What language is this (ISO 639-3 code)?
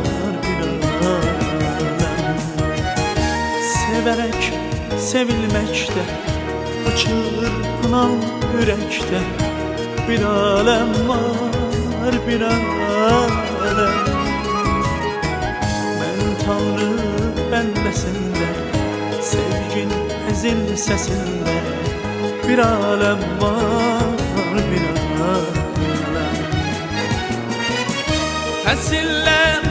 tur